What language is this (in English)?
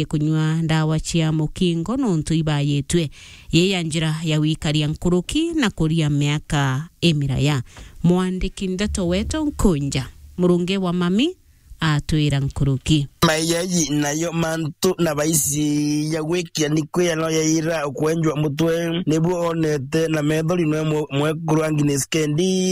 Meru